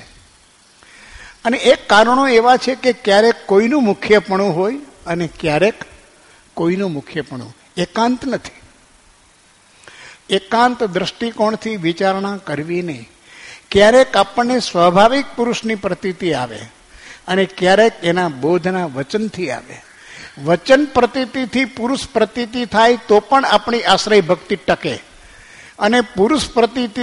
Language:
Gujarati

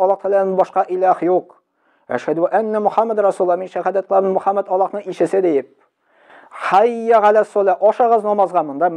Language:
Tatar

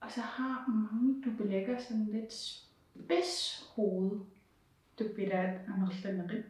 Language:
Kalaallisut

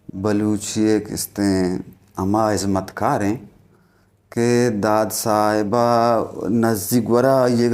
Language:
Eastern Balochi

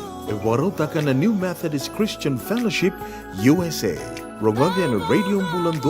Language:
Fijian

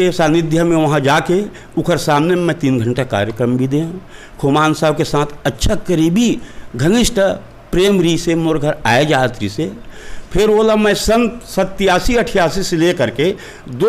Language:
Chhattisgarhi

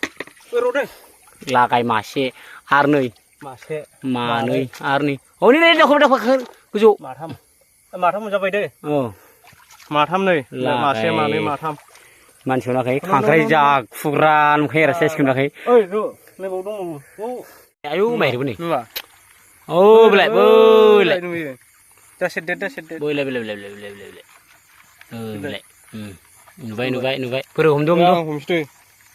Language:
Bodo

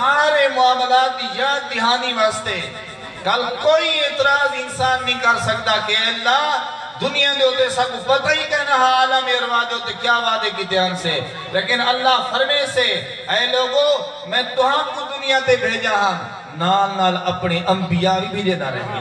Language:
Saraiki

